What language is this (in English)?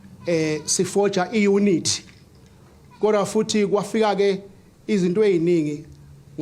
Zulu